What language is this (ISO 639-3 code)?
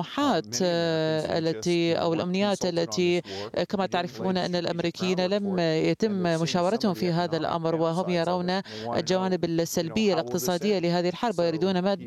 ara